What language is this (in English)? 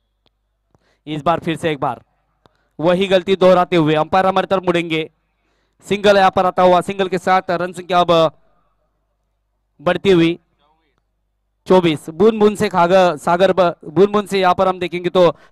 Hindi